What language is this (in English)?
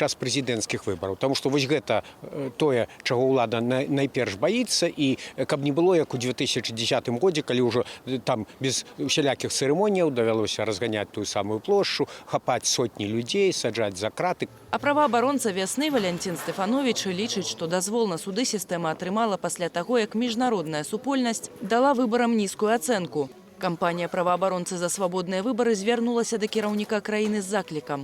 Belarusian